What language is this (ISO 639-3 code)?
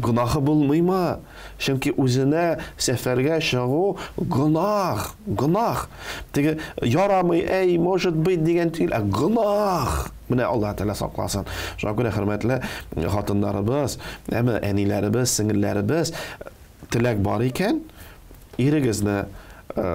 tat